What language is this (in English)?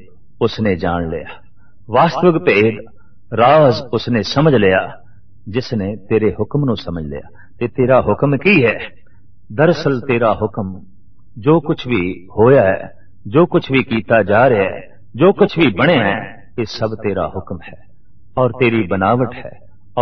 Punjabi